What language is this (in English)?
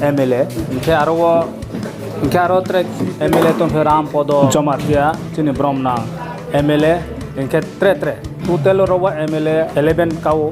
Riang (India)